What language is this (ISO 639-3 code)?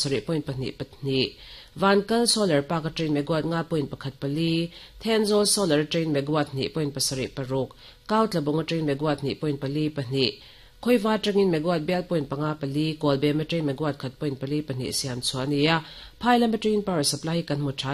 lus